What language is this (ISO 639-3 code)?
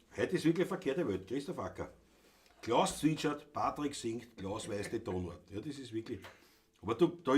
bar